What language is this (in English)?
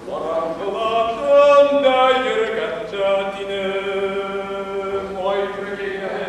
Bashkir